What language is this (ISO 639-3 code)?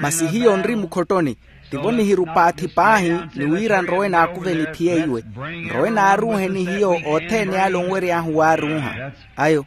vmw